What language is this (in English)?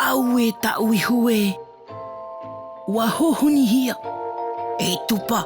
Tahitian